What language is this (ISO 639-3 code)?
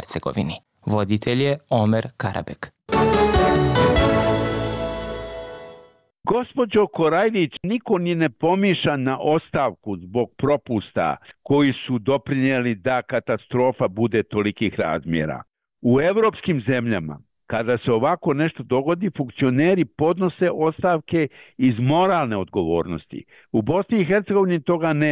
bos